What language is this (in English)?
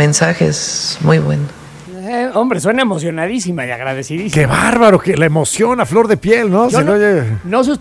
Spanish